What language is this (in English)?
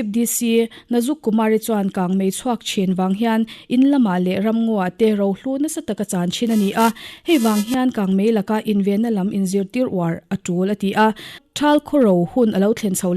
Mizo